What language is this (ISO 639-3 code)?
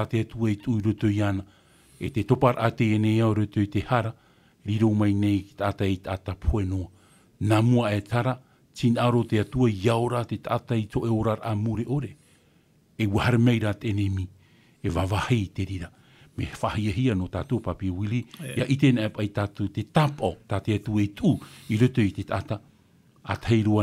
tah